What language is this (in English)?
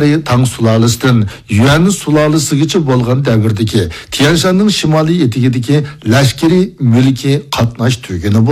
Uyghur